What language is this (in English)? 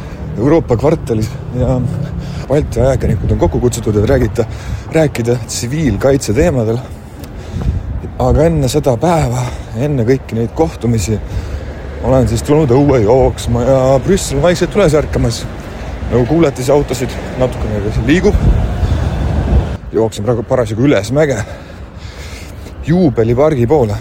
Estonian